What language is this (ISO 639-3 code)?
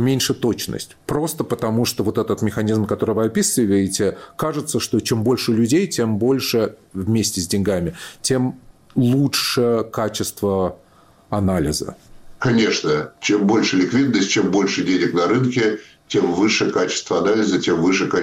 rus